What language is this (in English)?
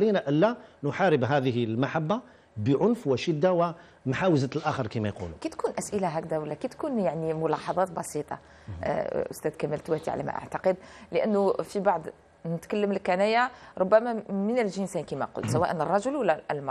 Algerian Arabic